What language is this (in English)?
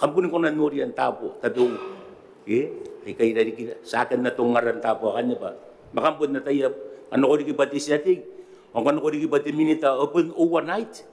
Gilbertese